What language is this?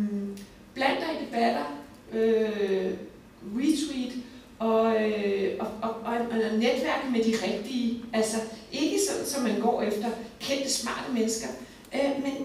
Danish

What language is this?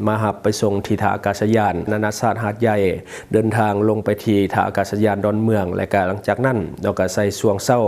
Lao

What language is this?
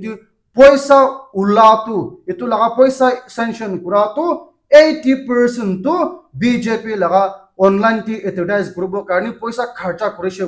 Naga Pidgin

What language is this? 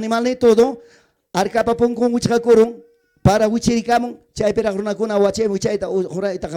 Ayacucho Quechua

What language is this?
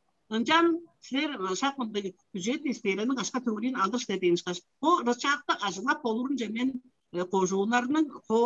Tuvinian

